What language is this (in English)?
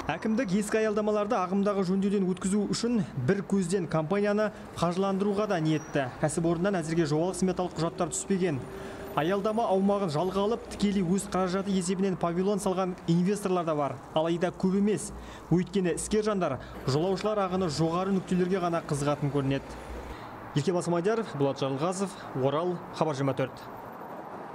Kazakh